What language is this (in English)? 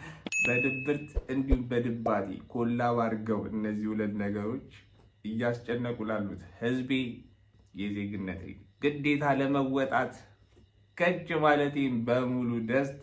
Amharic